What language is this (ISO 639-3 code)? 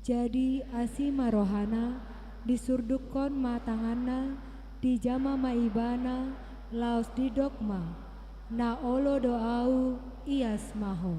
bbc